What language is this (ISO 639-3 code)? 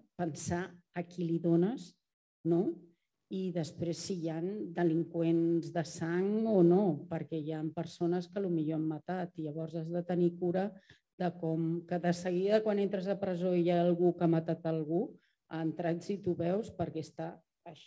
cat